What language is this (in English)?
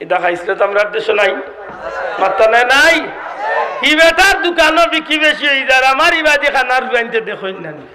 Sylheti